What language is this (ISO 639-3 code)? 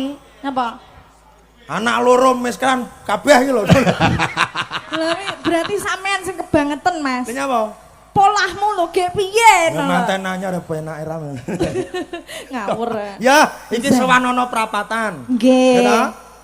jav